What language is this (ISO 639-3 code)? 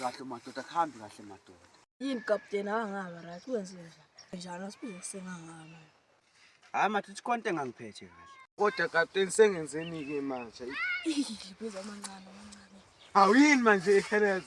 zul